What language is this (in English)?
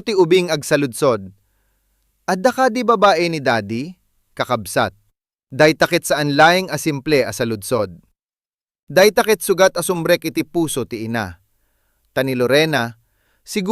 Iloko